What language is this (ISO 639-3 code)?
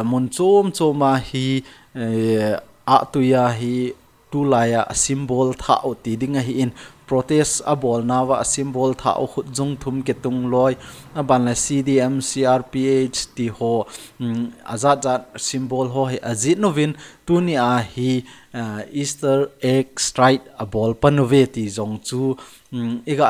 tcz